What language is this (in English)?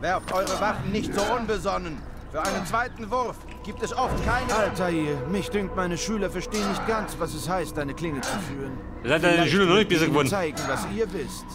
Bavarian